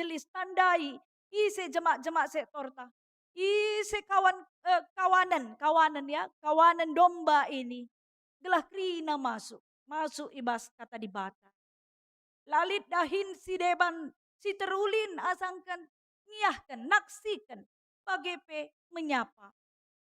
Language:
Batak Karo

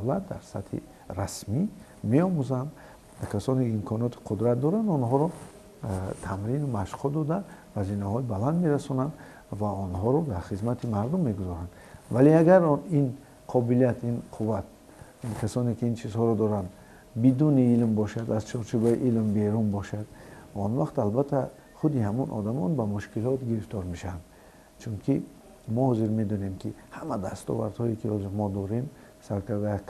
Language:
Tajik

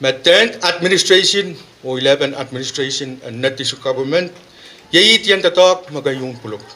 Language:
Pohnpeian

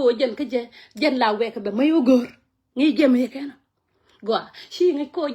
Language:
Nuer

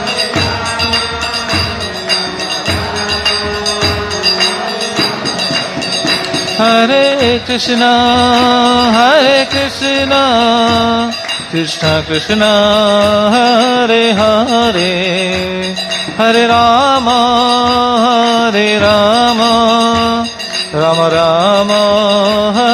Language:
Odia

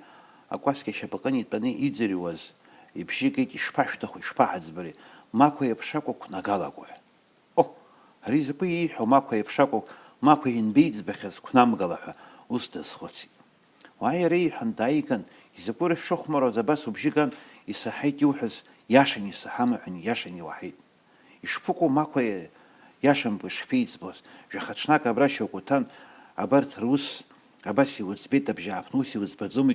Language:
Abkhazian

